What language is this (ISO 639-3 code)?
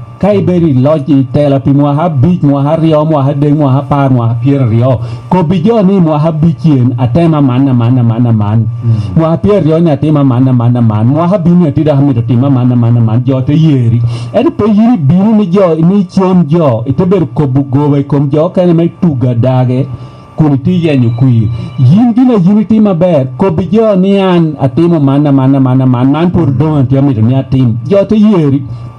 laj